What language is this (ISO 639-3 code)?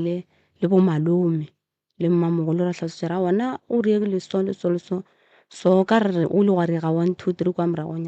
nso